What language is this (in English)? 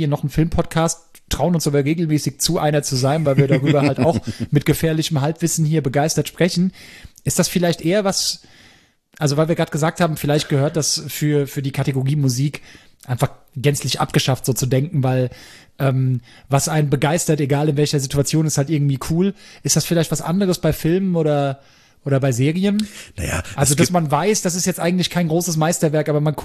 German